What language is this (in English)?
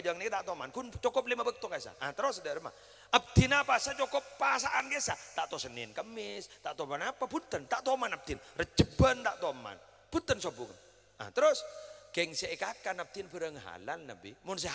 Madurese